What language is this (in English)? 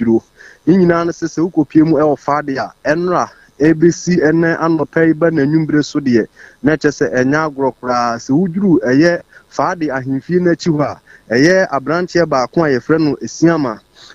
Akan